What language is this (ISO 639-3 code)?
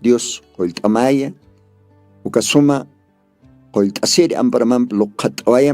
aym